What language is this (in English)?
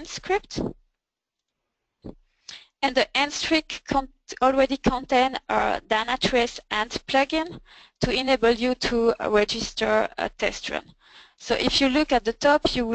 English